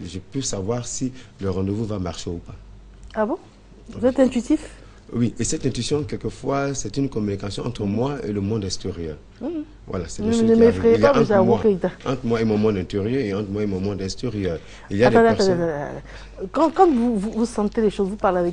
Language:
French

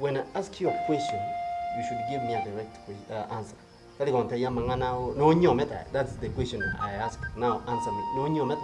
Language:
Gusii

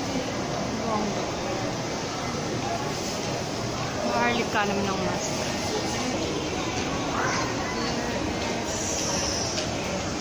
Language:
Filipino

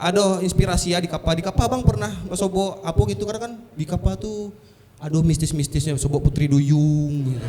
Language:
Minangkabau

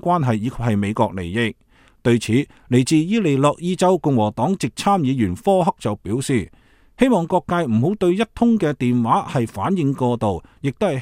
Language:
Cantonese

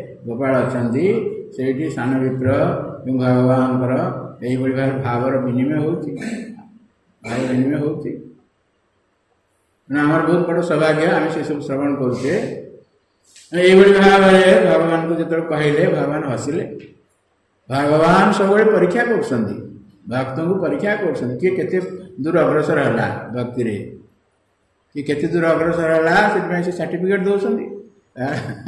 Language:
Odia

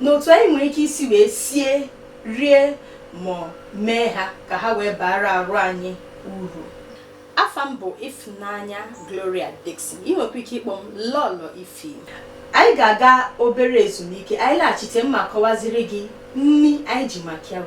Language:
Igbo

